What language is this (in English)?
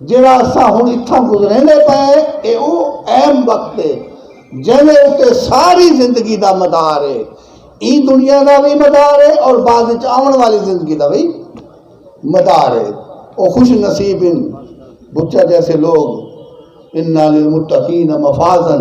Saraiki